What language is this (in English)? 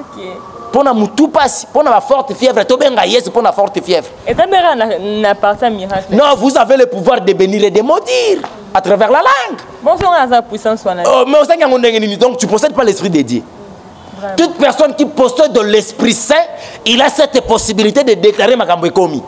Lingala